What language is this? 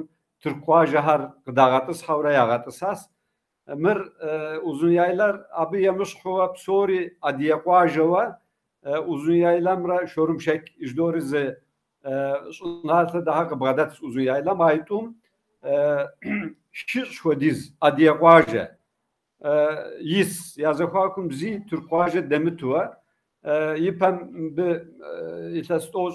Kabardian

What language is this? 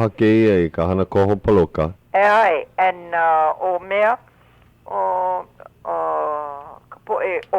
Hawaiian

